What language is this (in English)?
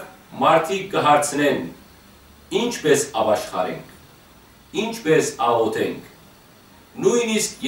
Western Armenian